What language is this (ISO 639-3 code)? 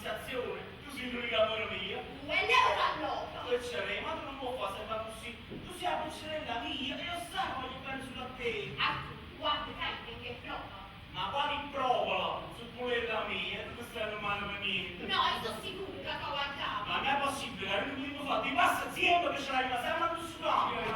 nap